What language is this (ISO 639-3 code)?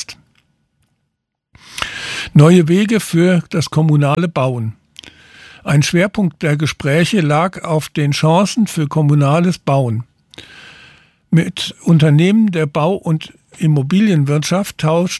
deu